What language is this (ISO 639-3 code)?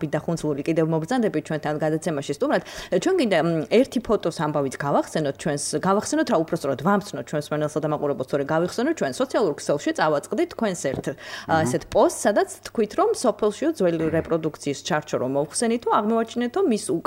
kat